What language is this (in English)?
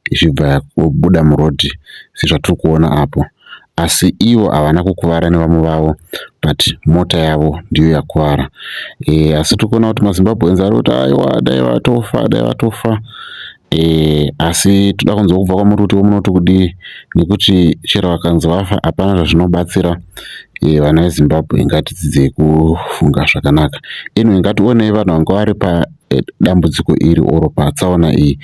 Shona